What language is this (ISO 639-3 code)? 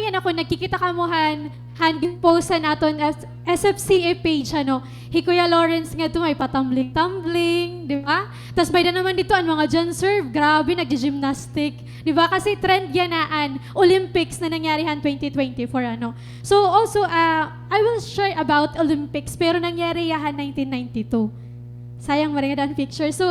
war